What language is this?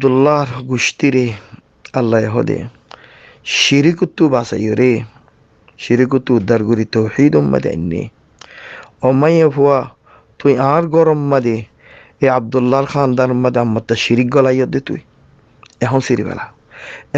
Rohingya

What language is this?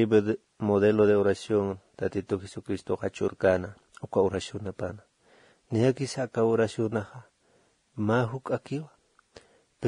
Aymara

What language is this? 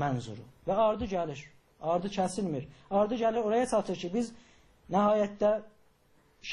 South Azerbaijani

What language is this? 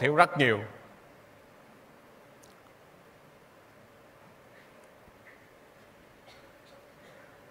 Vietnamese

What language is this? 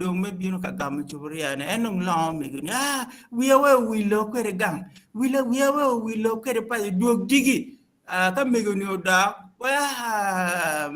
Acoli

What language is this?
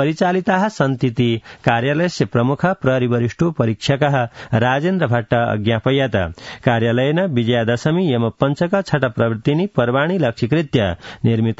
Sanskrit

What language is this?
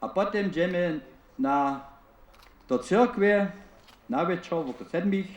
Upper Sorbian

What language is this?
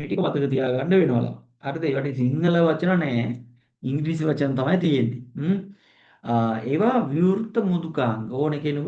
Sinhala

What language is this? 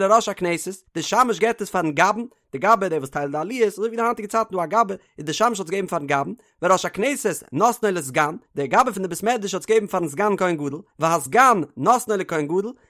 Yiddish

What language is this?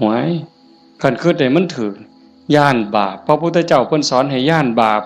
Northeastern Thai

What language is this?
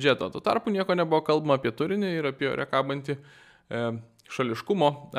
Lithuanian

